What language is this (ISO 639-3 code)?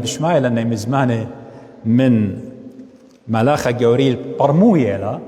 aii